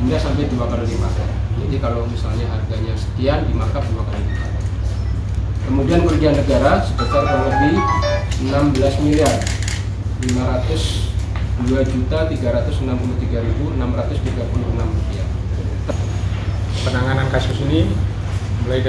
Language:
Indonesian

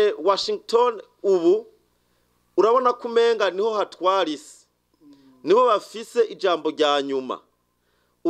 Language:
Rundi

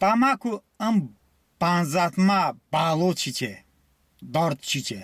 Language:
Talysh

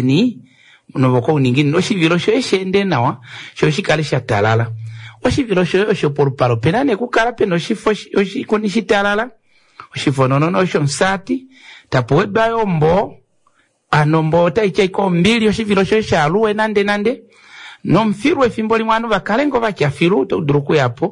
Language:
Kuanyama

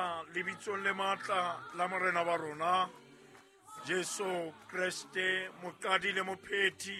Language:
Southern Sotho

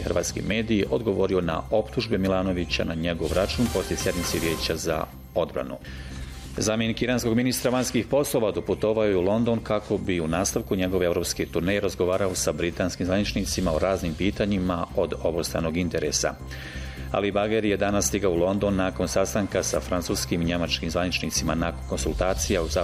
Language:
Bosnian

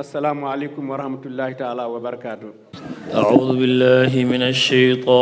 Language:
Fula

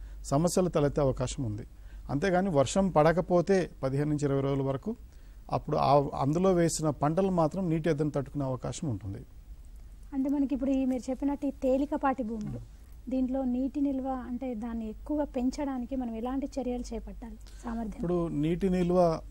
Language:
Telugu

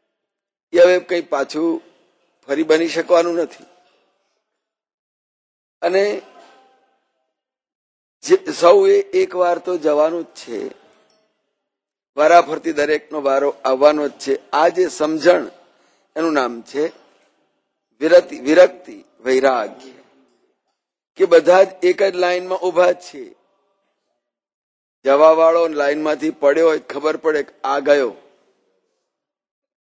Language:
Gujarati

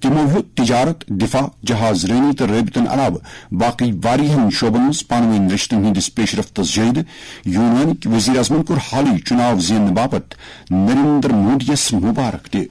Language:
Kashmiri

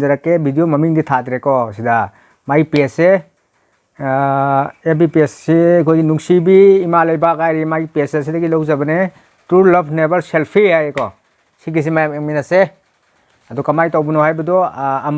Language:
Manipuri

